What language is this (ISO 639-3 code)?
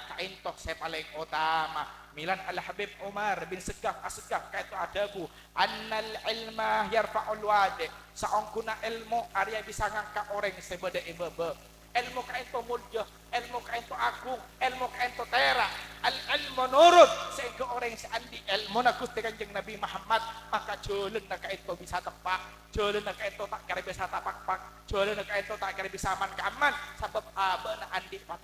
mad